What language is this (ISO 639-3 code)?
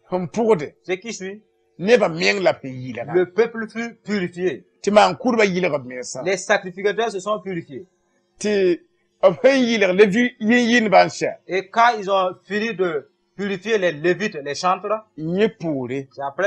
mos